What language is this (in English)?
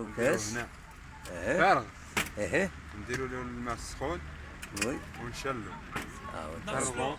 Algerian Arabic